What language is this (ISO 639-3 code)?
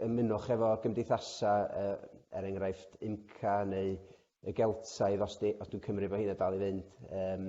cym